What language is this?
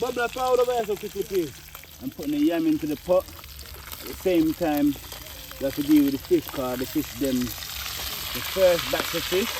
Jamaican Creole English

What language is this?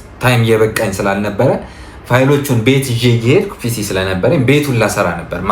Amharic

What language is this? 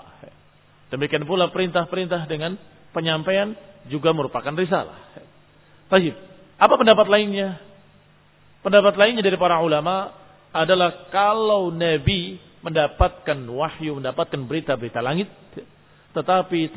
Indonesian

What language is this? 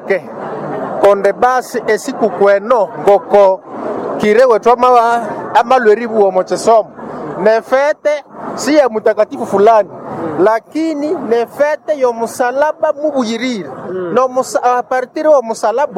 Nande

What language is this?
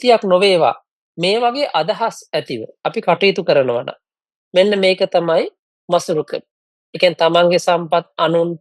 Sinhala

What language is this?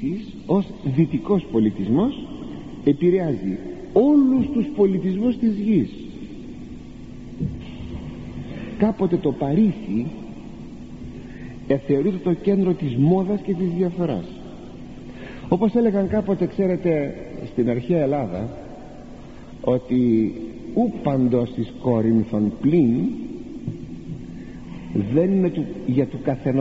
Greek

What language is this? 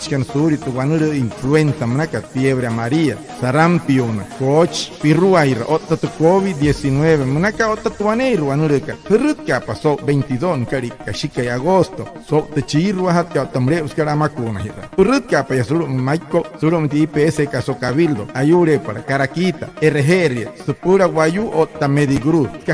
Wayuu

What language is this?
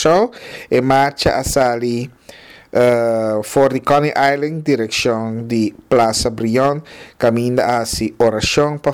Papiamento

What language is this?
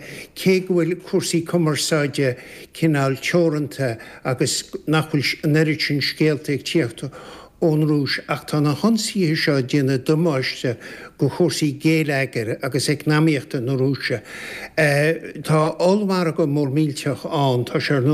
Irish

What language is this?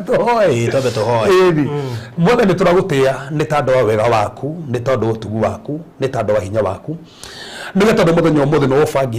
Kikuyu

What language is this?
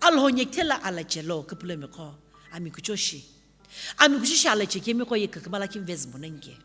Sumi Naga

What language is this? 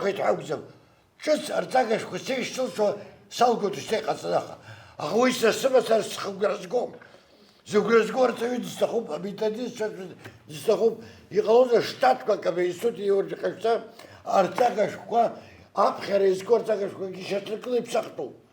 Abkhazian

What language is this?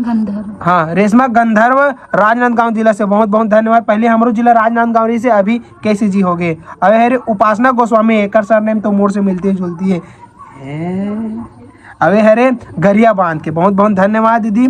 Chhattisgarhi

